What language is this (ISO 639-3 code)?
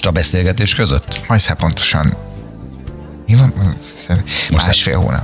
hun